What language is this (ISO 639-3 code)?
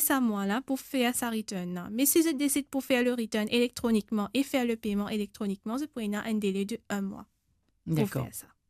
mfe